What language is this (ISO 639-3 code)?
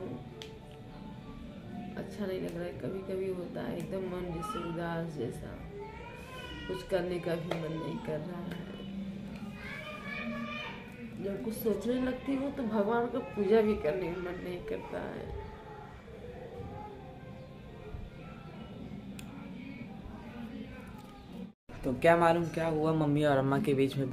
hin